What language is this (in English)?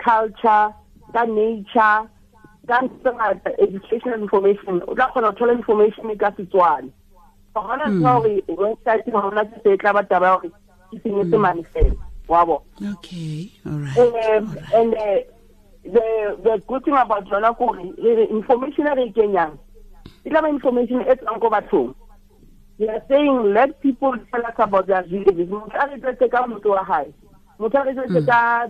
Southern Sotho